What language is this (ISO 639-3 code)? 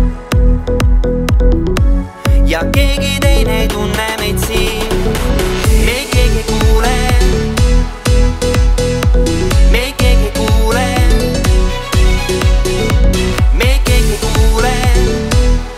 est